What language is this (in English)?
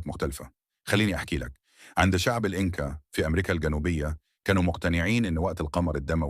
Egyptian Arabic